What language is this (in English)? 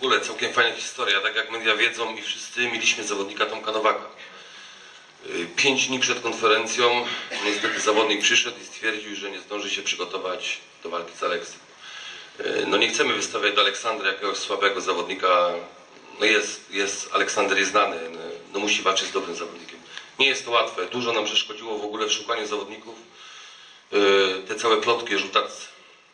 Polish